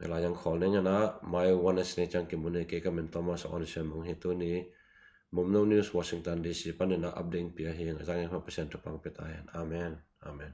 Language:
Tedim Chin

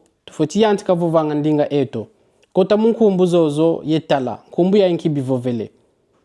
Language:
Kongo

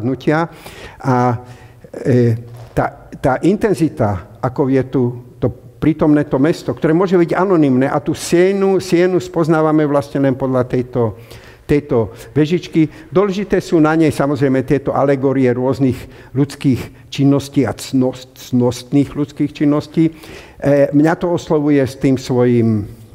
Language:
Slovak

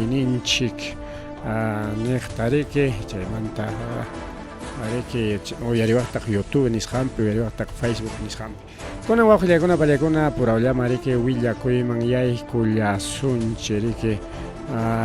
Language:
Ayacucho Quechua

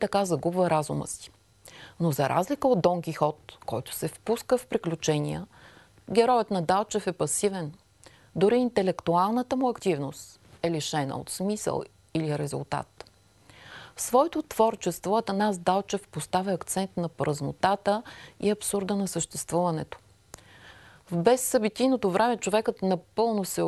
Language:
Bulgarian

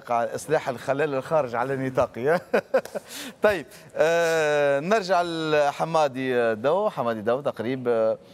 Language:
Tunisian Arabic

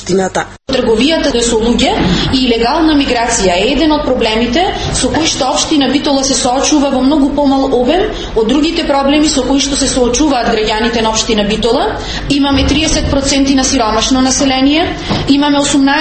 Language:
Macedonian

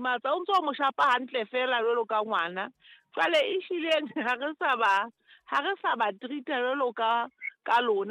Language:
Southern Sotho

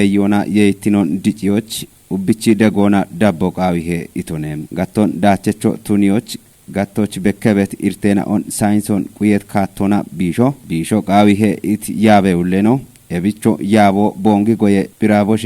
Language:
Kafa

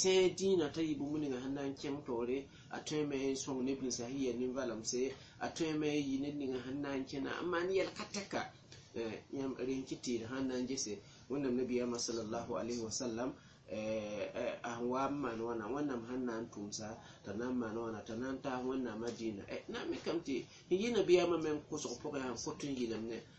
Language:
Mossi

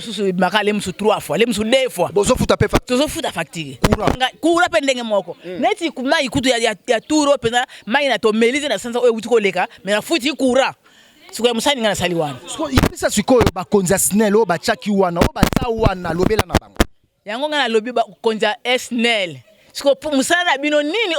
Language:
Lingala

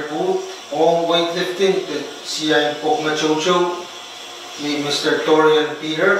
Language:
Pohnpeian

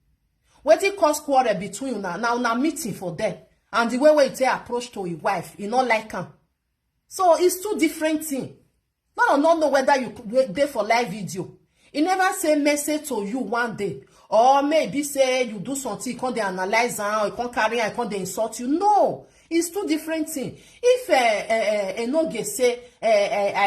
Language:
Nigerian Pidgin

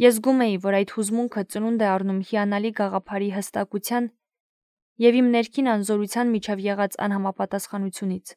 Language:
Armenian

